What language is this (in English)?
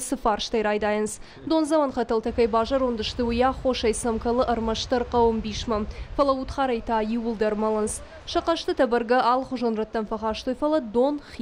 Ossetic